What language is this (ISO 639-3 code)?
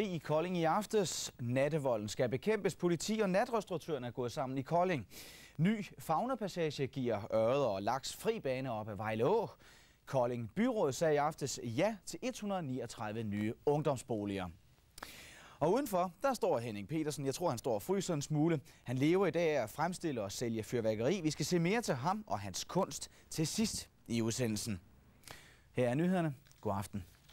dan